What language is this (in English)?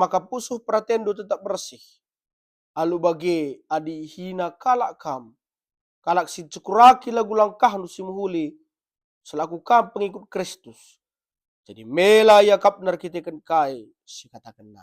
Batak Karo